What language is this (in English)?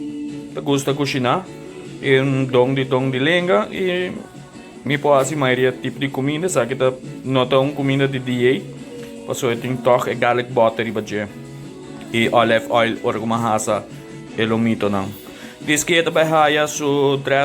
Papiamento